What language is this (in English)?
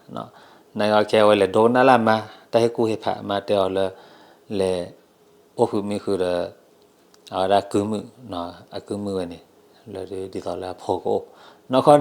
S'gaw Karen